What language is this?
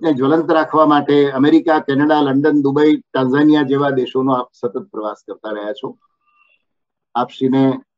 Gujarati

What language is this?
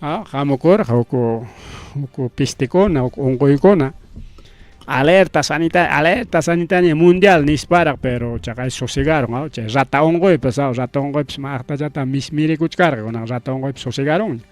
Ayacucho Quechua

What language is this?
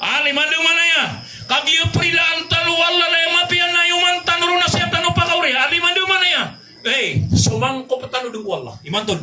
Maranao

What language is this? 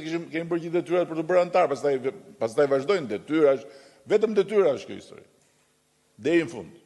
Albanian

